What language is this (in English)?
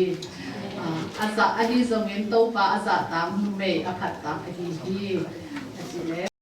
Tedim Chin